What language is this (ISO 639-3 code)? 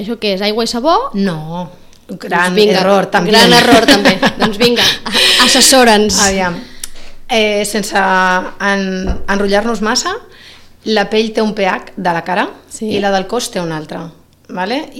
cat